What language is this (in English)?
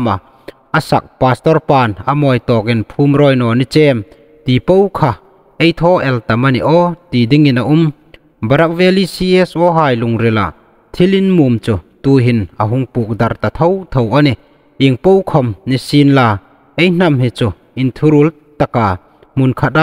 Hmar